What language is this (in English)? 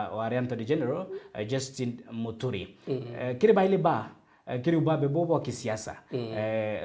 Meru